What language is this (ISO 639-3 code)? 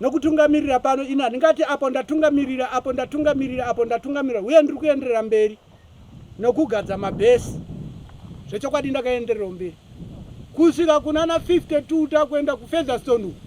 sna